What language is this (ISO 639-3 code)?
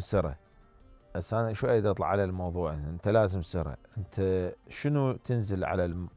acm